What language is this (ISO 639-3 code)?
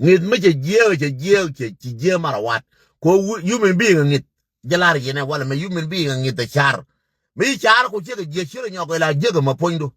nus